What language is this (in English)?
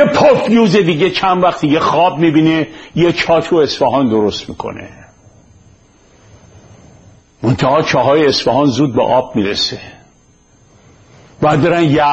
Persian